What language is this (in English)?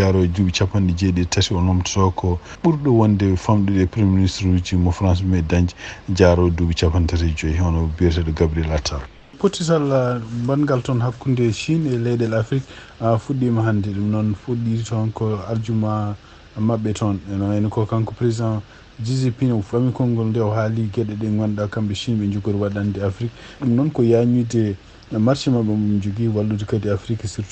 Fula